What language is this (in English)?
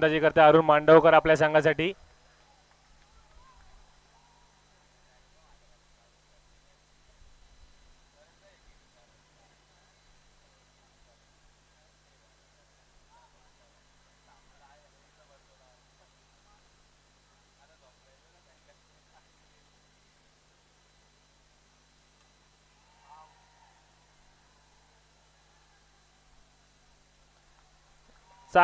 Marathi